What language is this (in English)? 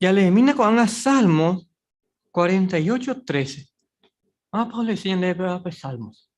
Guarani